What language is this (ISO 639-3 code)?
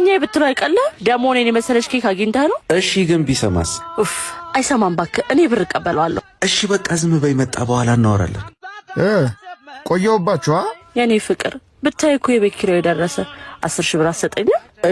amh